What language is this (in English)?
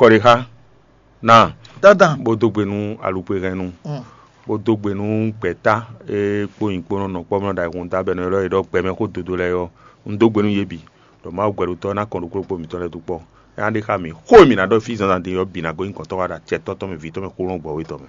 Fon